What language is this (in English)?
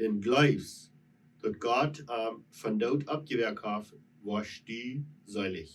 Plautdietsch